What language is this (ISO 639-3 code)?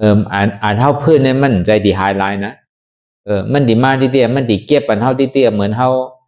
shn